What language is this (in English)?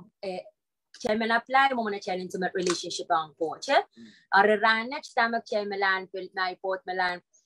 Pohnpeian